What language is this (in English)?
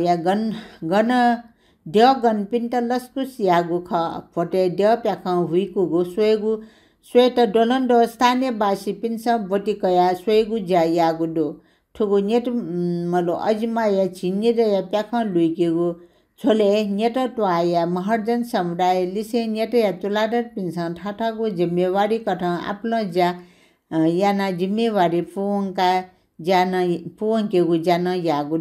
Newari